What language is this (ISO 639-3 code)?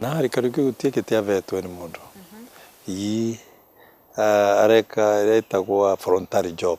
mer